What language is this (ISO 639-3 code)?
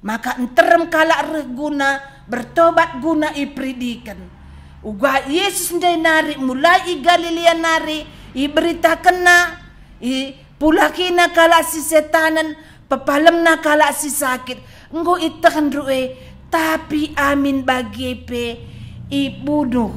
btx